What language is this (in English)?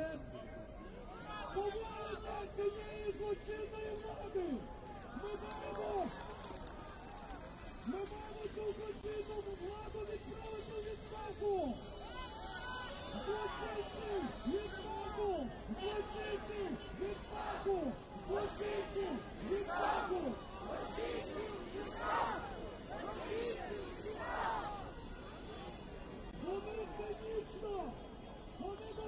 Ukrainian